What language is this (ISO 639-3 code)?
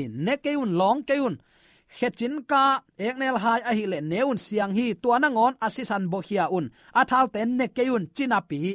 ctd